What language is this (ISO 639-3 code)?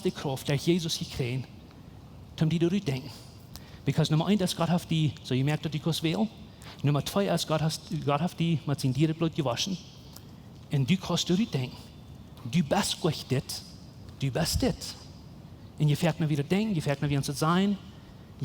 pdt